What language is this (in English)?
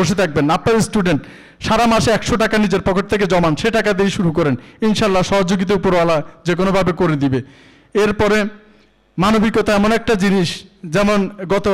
Bangla